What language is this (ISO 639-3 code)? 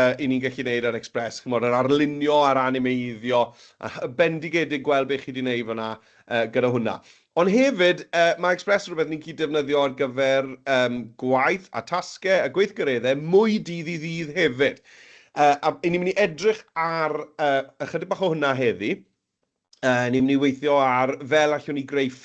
cym